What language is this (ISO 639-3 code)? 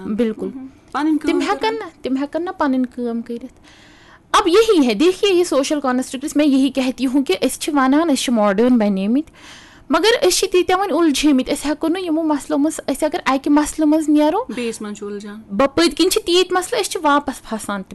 kas